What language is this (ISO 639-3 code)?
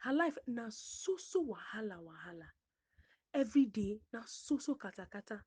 pcm